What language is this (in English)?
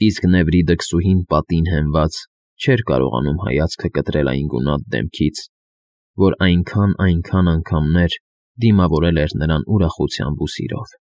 Armenian